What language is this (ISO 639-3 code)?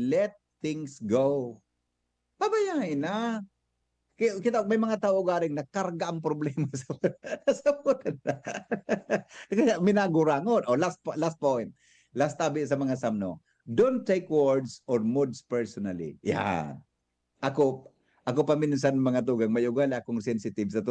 bik